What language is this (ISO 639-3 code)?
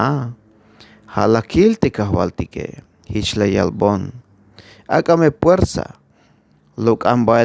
tzh